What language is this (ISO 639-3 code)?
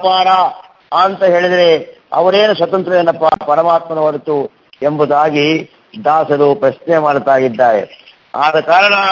kan